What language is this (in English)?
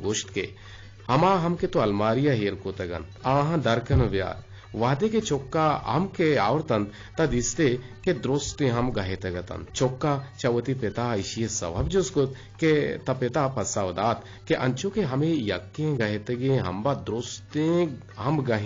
Eastern Balochi